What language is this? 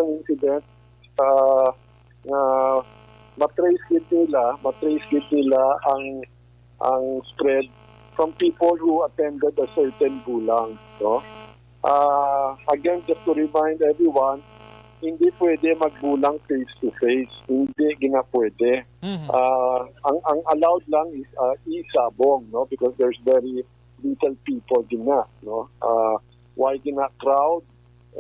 Hiligaynon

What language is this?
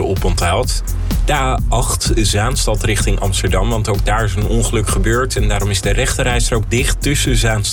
Dutch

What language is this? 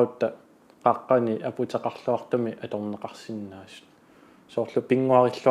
Kalaallisut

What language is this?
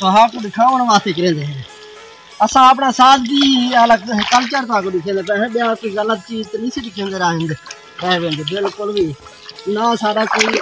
Saraiki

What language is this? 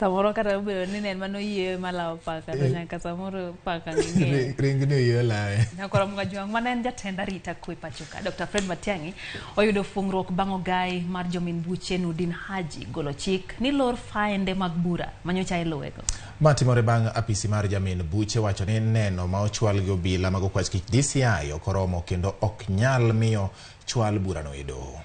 Luo (Kenya and Tanzania)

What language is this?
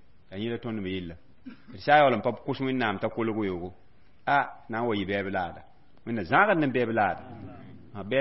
Mossi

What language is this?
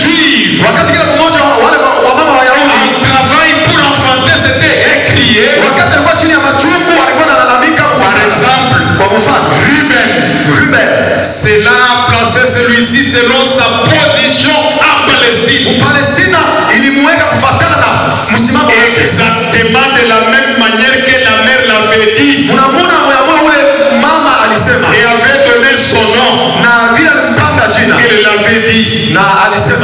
Swahili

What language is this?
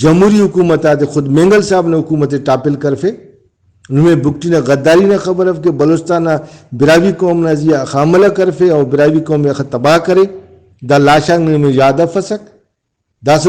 Brahui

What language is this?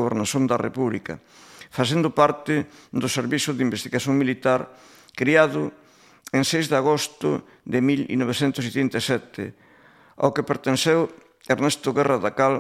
Galician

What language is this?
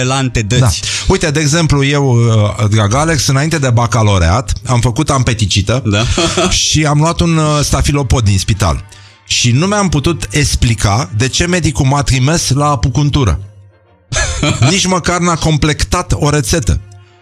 Romanian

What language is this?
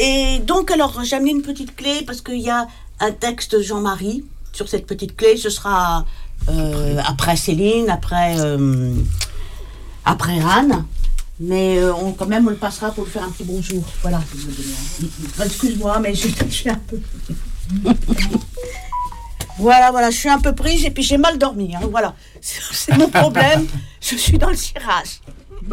French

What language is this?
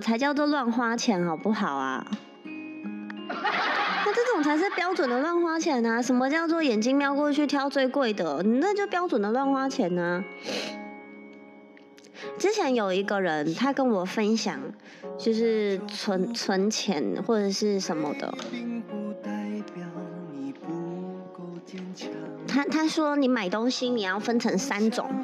Chinese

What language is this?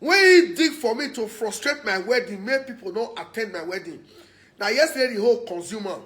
Nigerian Pidgin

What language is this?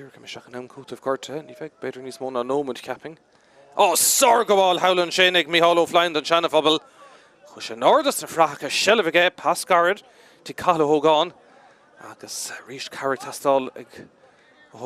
Irish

